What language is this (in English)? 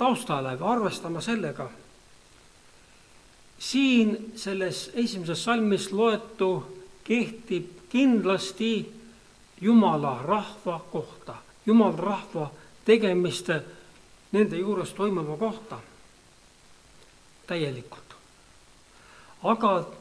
Estonian